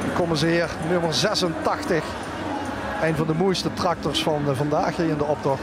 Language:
Limburgish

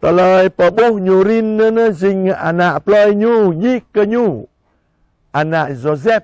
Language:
Jarai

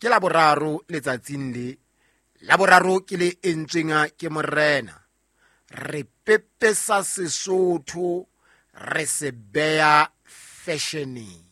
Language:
Southern Sotho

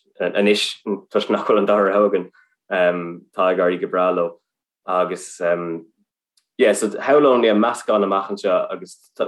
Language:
Irish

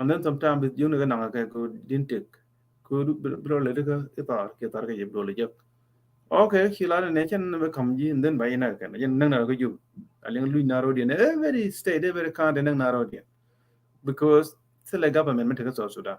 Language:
Nuer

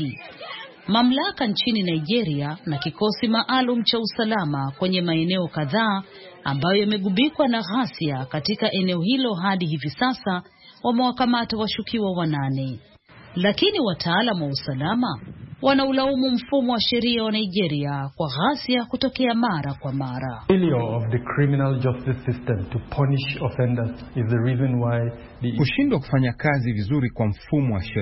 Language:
Swahili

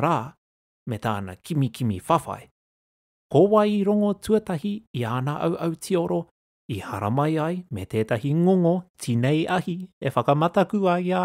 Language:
Māori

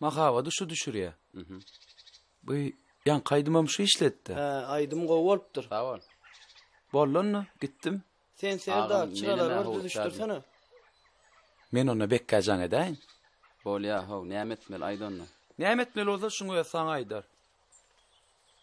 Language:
Turkmen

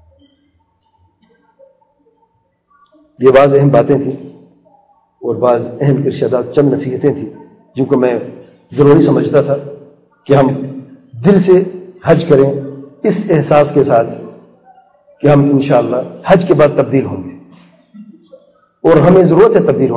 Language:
Urdu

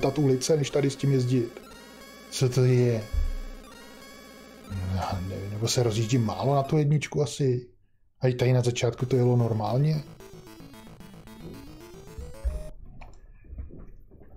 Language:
Czech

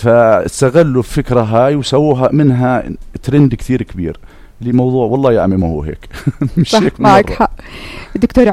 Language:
North Levantine Arabic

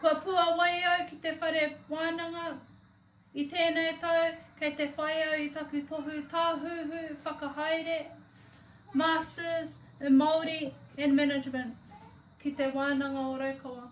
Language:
Māori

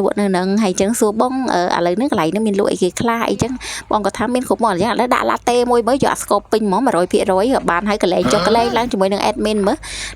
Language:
Khmer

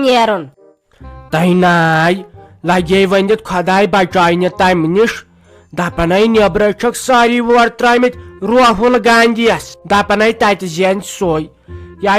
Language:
Kashmiri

